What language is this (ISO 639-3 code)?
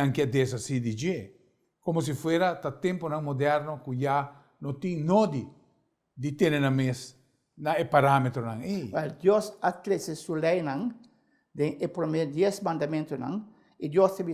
pap